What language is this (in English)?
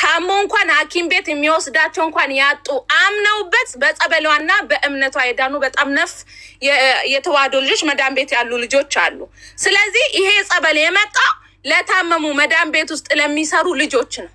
Amharic